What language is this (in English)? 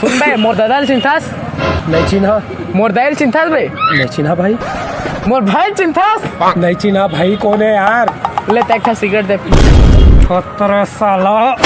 Chhattisgarhi